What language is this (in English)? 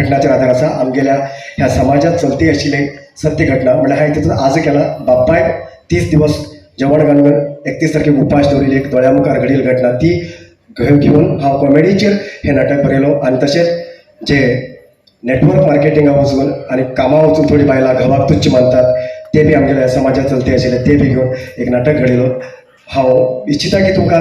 Konkani